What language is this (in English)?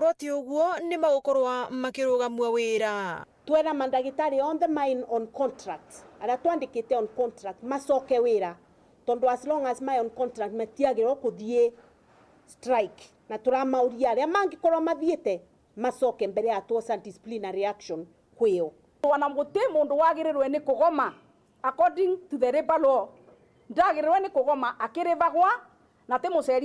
Meru